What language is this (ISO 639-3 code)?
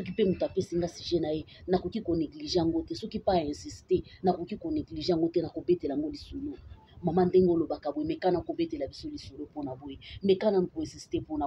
lin